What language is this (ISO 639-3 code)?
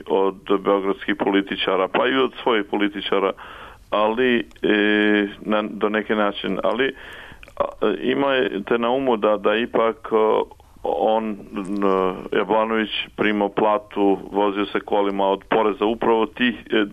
srp